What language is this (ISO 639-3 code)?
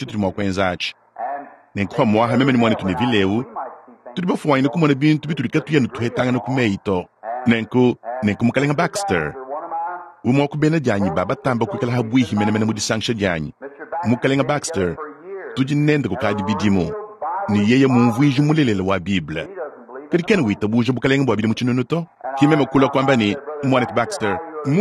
lua